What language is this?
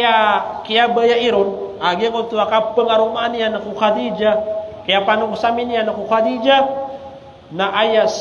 Maranao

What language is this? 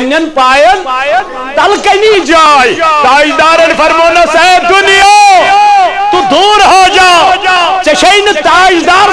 Kashmiri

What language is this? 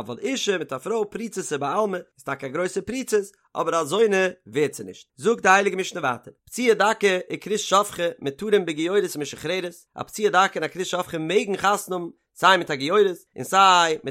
Yiddish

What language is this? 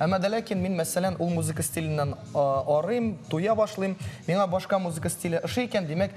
Tatar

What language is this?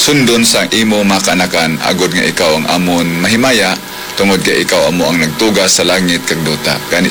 Hiligaynon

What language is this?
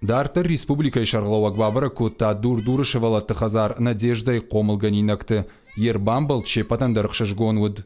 Ossetic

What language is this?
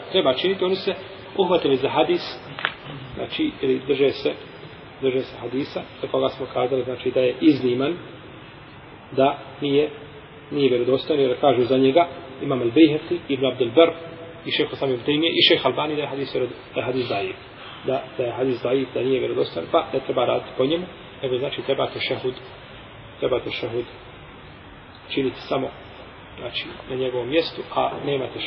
Bosnian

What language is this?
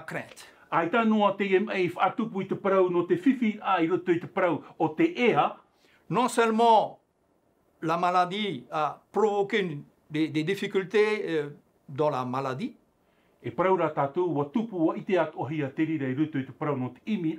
Tahitian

